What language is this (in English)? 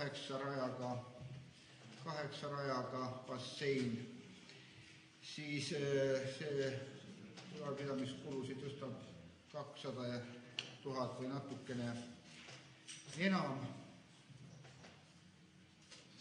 Estonian